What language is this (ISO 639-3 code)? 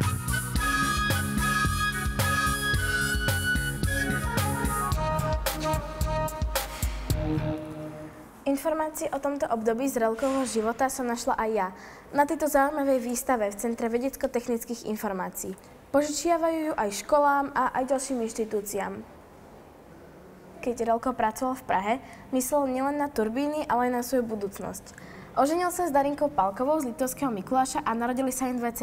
slk